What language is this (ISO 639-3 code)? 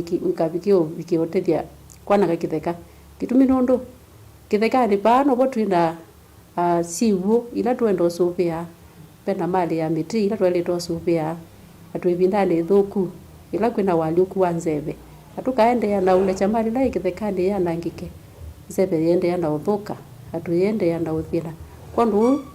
kam